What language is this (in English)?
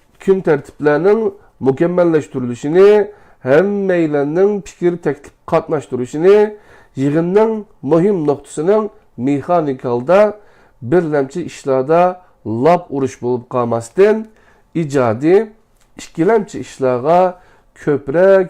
Uyghur